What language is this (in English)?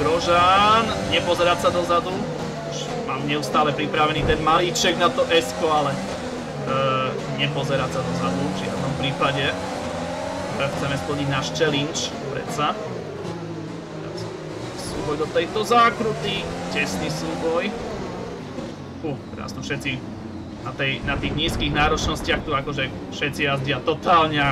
Slovak